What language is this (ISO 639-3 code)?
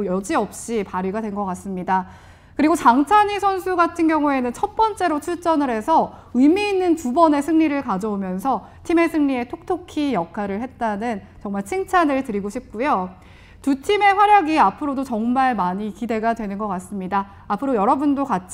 kor